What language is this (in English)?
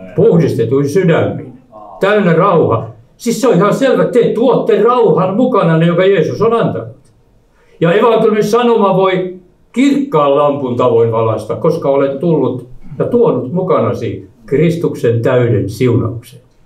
Finnish